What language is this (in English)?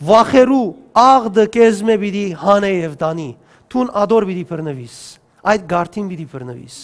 Western Armenian